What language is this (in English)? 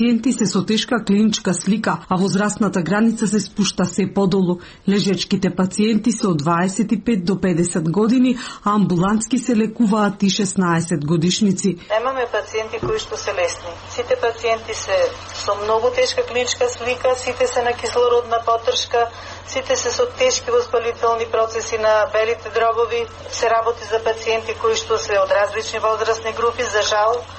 Macedonian